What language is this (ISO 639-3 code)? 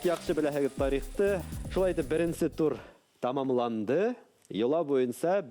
bak